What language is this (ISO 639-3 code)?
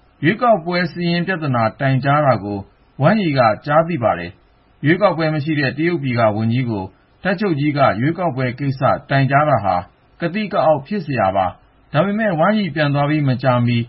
mya